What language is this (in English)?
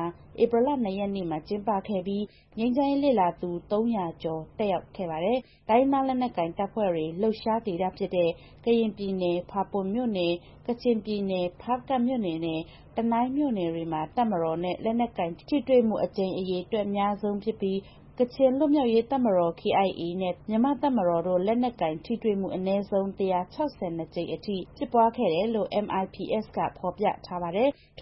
Burmese